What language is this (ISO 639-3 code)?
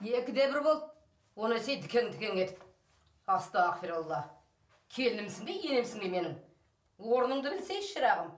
kaz